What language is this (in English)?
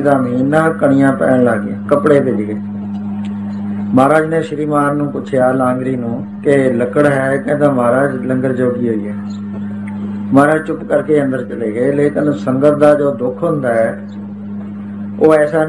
Punjabi